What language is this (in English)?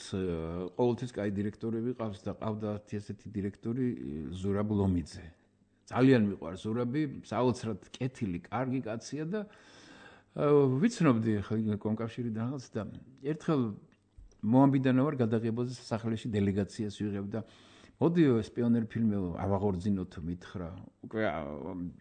Georgian